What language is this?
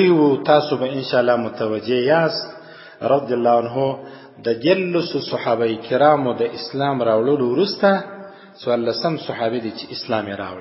Pashto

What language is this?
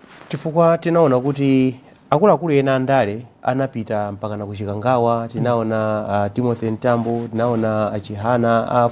Nyanja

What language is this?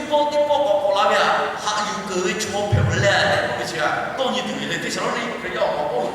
Lahu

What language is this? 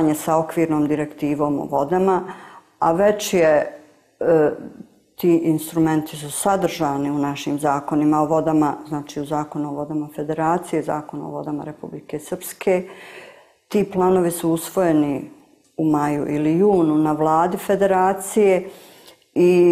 Bosnian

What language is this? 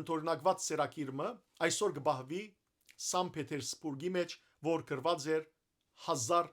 Western Armenian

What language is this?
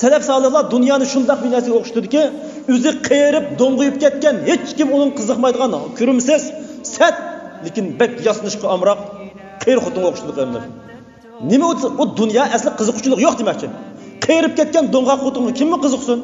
Uyghur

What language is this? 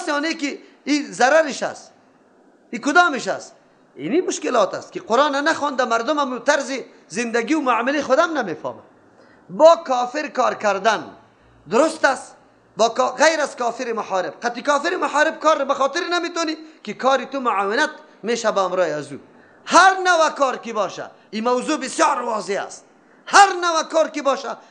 Persian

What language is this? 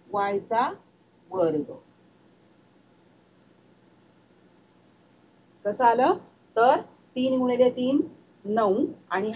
Marathi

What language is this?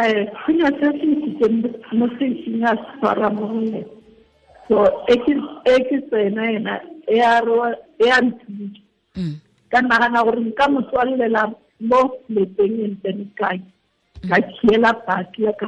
Tswana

